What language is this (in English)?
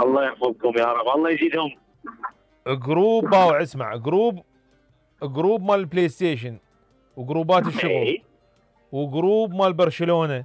Mesopotamian Arabic